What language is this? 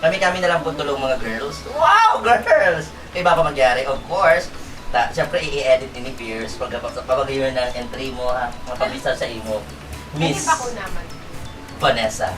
Bikol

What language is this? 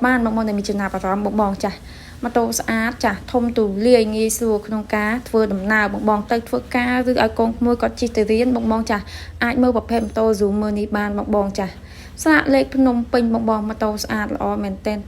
Khmer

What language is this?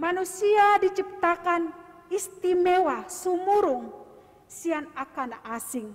Batak Toba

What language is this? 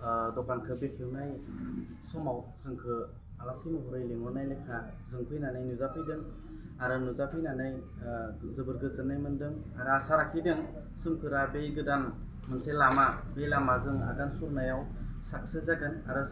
Bodo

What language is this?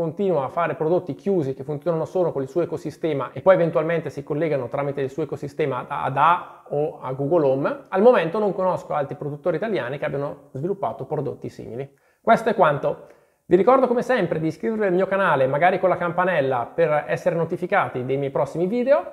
Italian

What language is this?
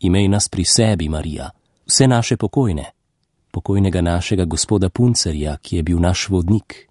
Slovenian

